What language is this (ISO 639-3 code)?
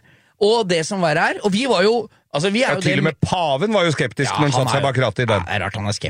nor